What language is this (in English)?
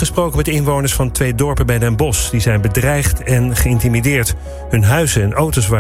Dutch